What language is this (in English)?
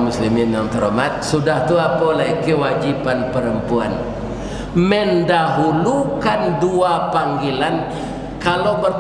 Minangkabau